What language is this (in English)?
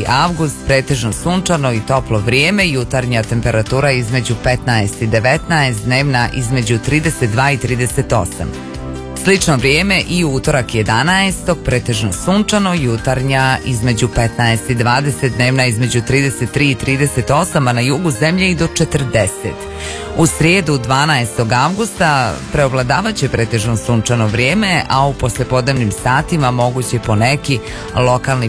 Serbian